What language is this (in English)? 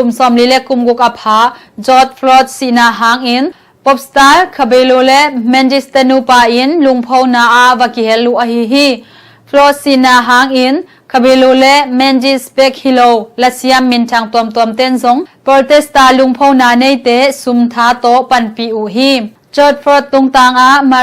Tedim Chin